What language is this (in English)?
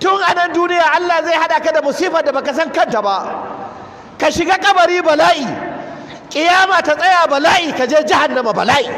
Hausa